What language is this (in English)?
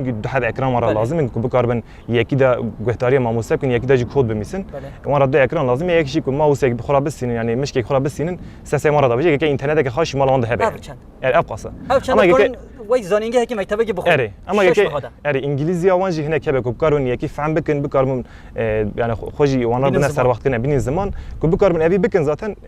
Kurdish